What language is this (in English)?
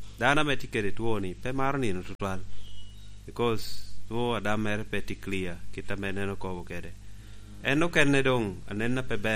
Lango (Uganda)